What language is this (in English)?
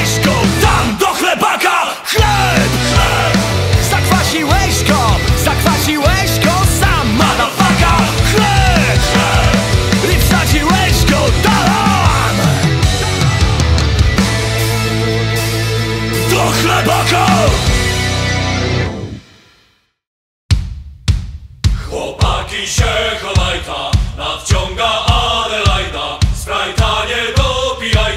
Polish